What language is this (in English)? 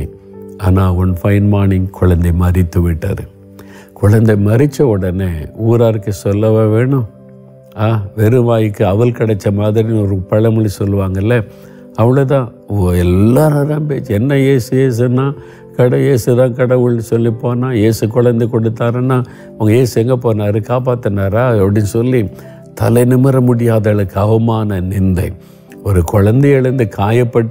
Tamil